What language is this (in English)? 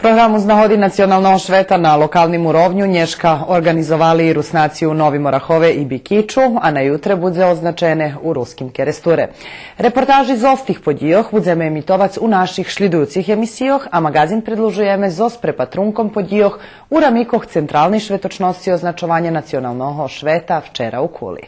Rusyn